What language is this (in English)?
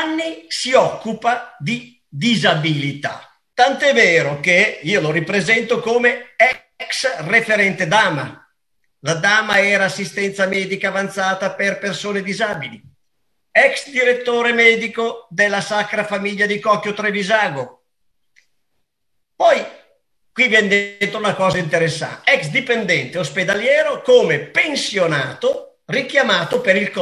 Italian